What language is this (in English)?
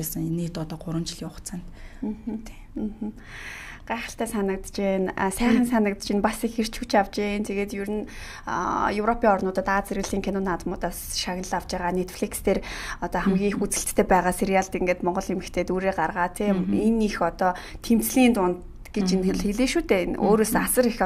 Mongolian